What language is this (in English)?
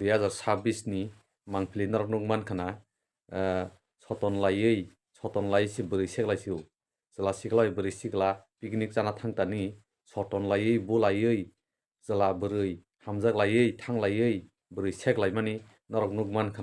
Kok Borok